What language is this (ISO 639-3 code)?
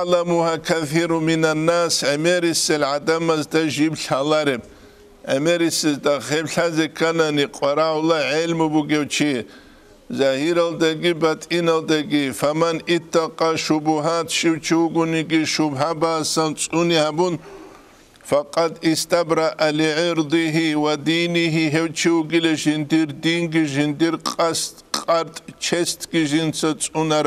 ava